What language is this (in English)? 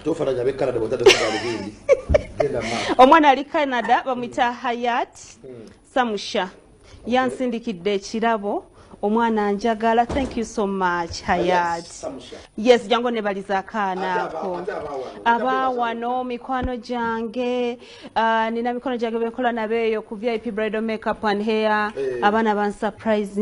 Ganda